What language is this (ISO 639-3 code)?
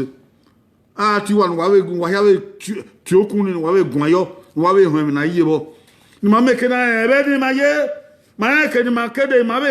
bin